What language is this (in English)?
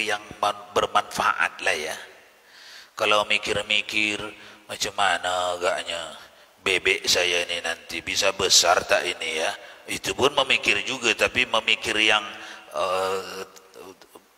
Malay